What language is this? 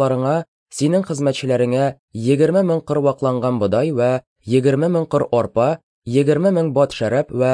Tatar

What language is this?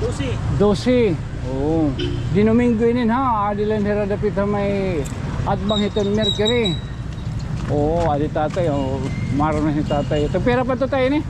Waray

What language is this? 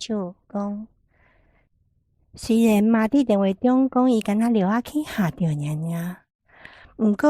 Min Nan Chinese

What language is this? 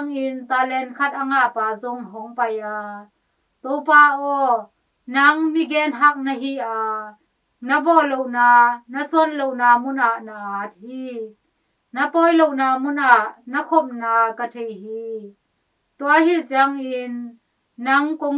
Tedim Chin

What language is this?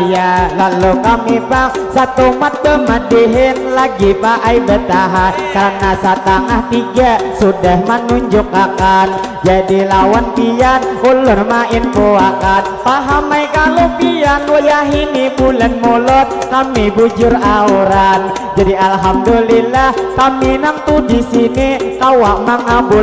Banjar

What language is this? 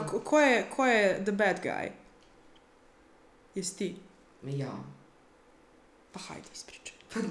Serbian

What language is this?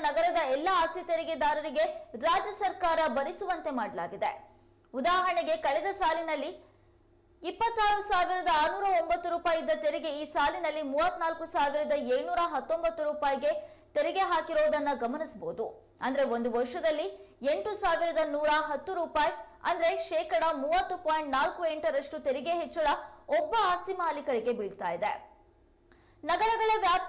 Kannada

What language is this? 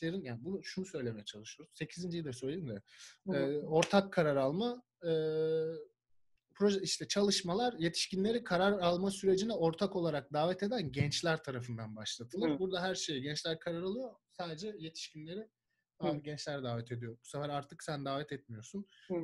Turkish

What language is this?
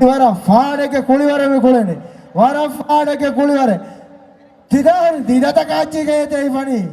Divehi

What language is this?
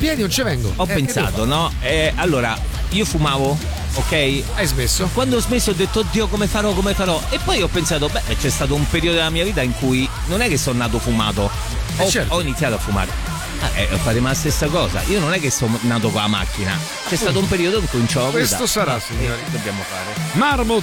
Italian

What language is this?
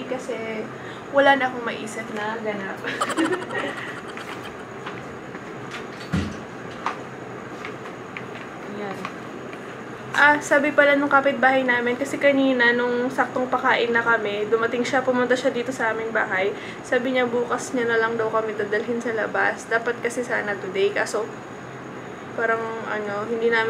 Filipino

